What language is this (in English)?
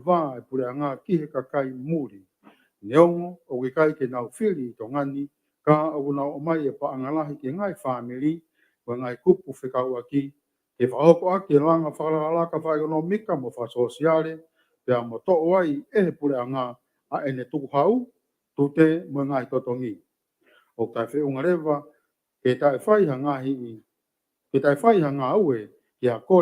Tongan